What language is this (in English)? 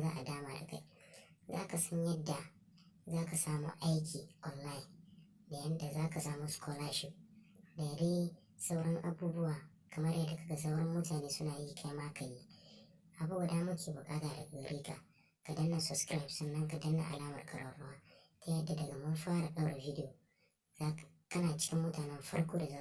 Hausa